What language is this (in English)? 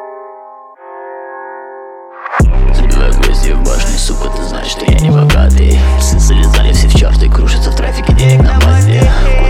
Russian